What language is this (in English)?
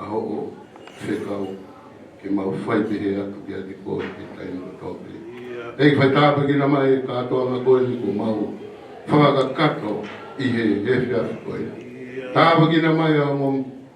Tongan